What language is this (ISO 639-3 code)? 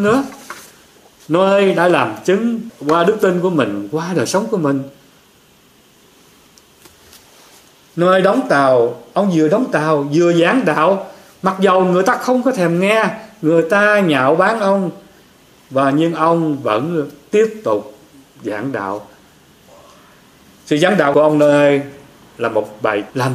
vie